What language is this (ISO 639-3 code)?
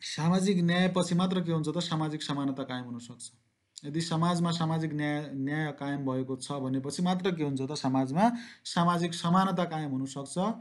nep